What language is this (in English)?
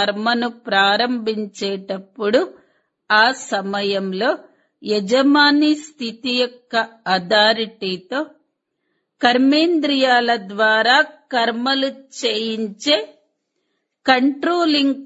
Telugu